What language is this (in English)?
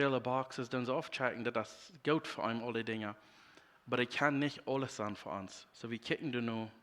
Plautdietsch